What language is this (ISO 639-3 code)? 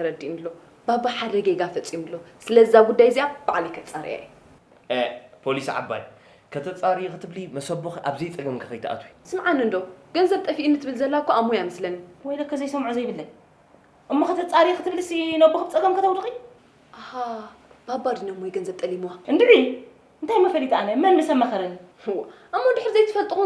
tir